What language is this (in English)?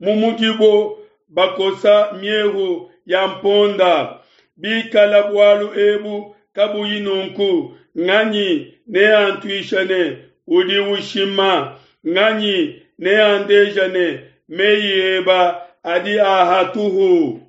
Luba-Lulua